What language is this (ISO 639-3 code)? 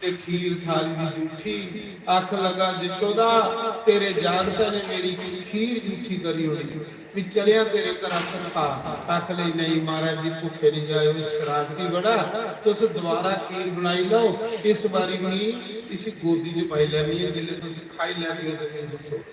doi